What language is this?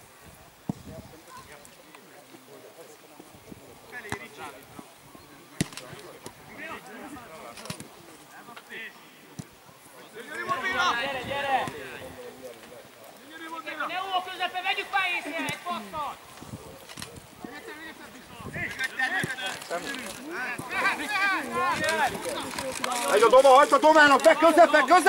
Hungarian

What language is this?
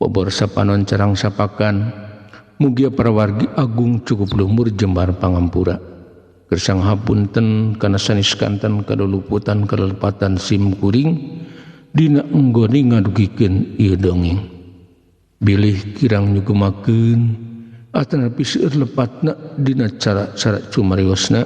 Sundanese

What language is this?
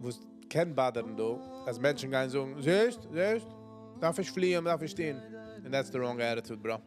Yiddish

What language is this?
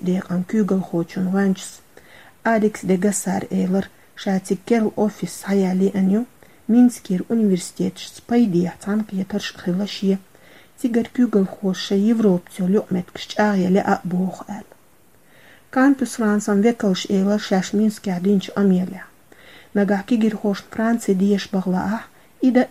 Chechen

